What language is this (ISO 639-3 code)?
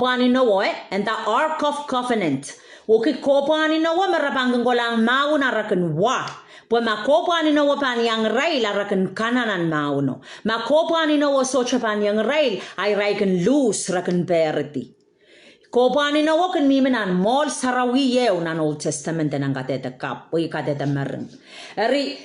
pon